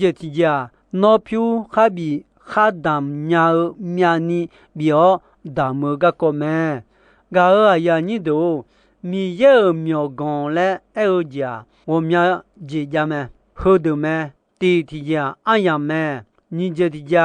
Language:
Akha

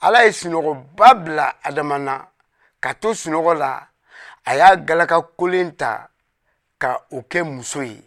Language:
Bambara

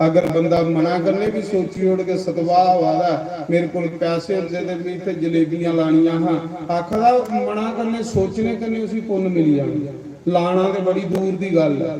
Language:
Dogri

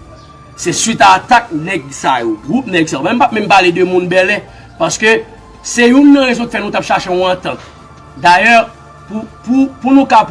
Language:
Haitian Creole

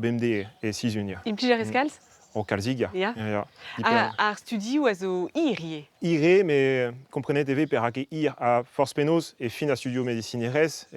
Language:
Breton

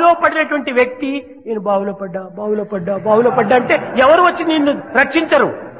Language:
Telugu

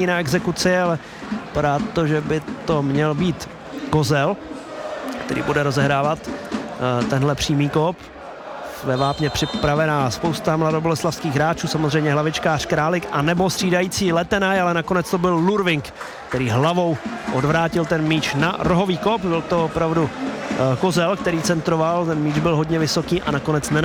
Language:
Czech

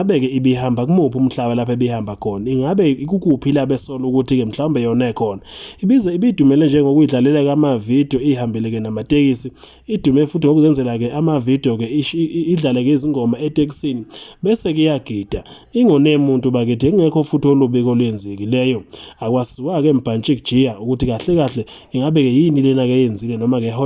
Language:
Zulu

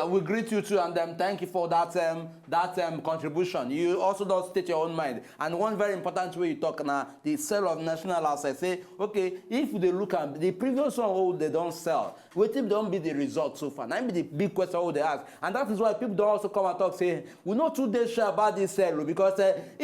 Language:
Nigerian Pidgin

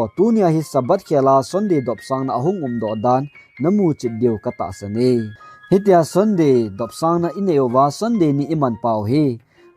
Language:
Thado Chin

